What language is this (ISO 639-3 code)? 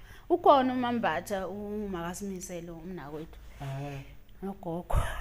zul